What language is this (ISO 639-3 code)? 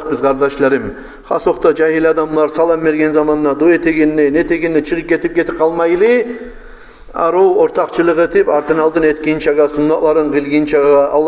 kum